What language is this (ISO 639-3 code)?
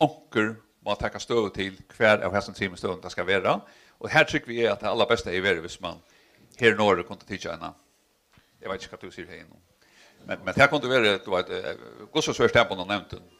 fao